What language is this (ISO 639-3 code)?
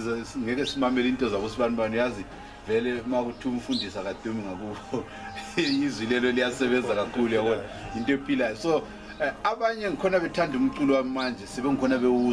nde